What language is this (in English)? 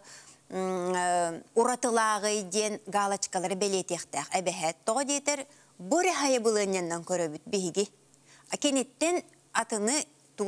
Yakut